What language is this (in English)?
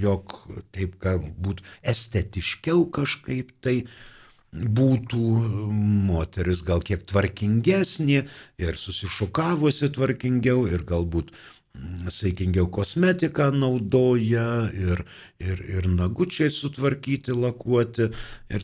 Lithuanian